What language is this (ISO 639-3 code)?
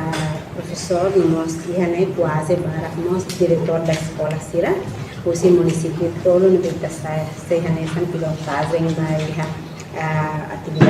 tet